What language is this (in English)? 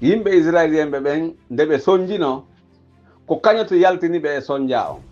Pular